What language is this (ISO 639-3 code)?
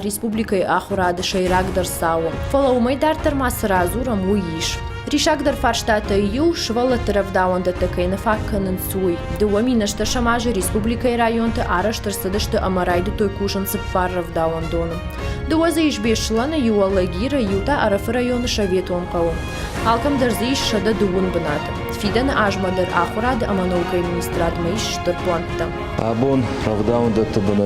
oss